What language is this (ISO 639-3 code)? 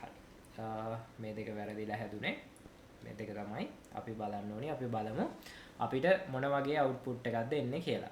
sin